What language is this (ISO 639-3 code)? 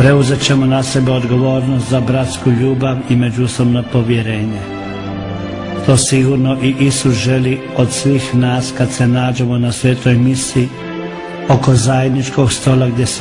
hrv